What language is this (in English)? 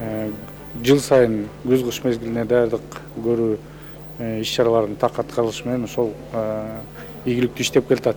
Kyrgyz